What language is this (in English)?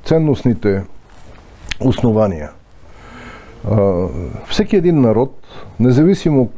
Bulgarian